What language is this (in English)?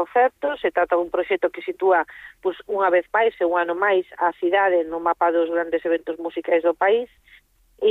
Galician